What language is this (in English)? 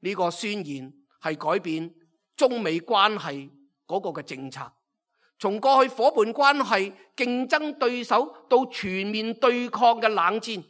Cantonese